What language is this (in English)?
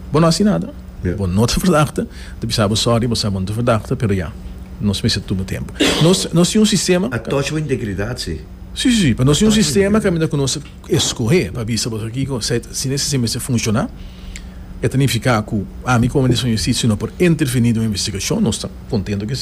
Papiamento